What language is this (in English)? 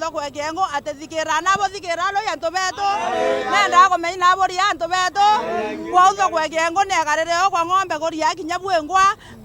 Meru